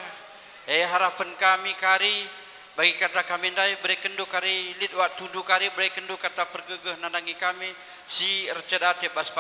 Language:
Batak Karo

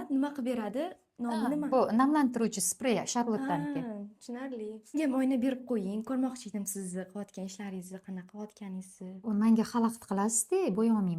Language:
Uzbek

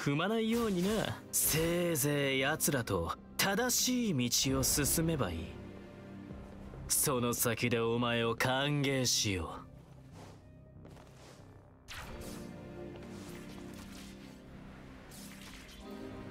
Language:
Japanese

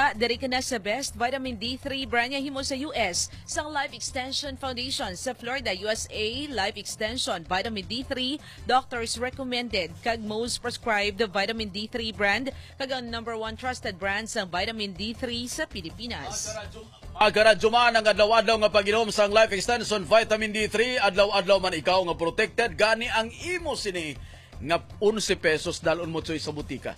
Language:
Hiligaynon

